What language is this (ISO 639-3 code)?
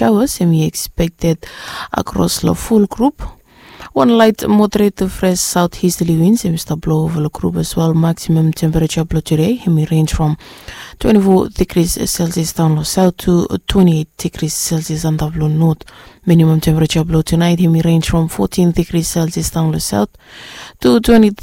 bis